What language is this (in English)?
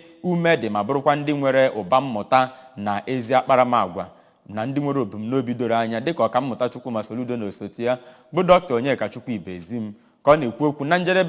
Igbo